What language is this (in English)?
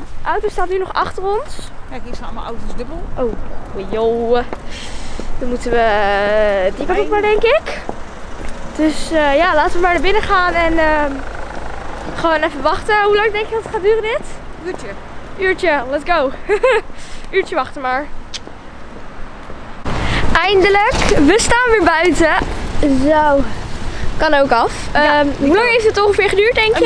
Dutch